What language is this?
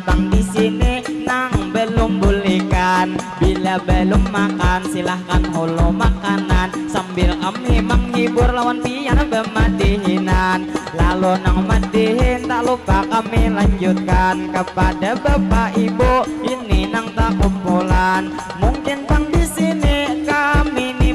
Banjar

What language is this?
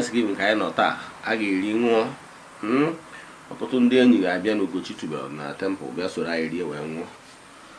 Igbo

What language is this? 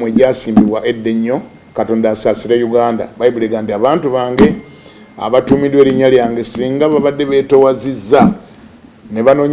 Ganda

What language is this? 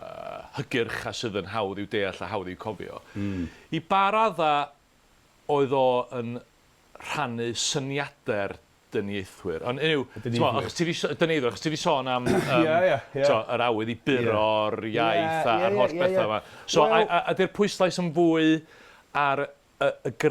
Welsh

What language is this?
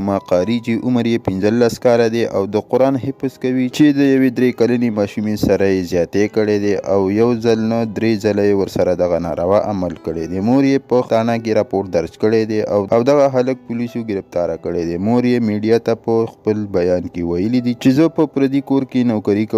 Pashto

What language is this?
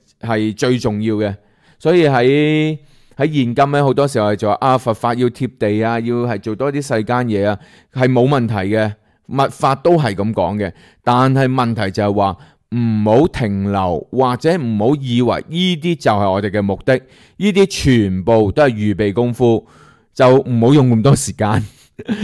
Cantonese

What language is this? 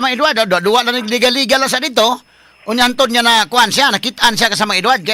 Cebuano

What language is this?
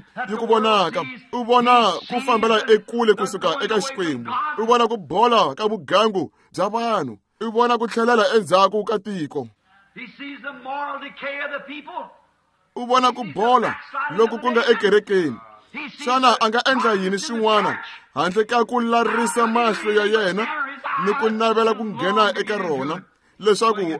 Tsonga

